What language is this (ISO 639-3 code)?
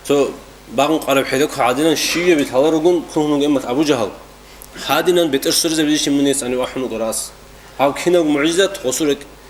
ava